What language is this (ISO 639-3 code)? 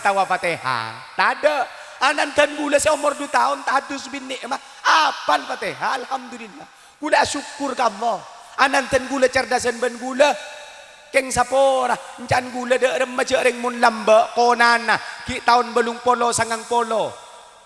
mad